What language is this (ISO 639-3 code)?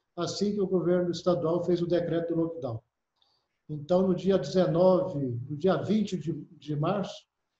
por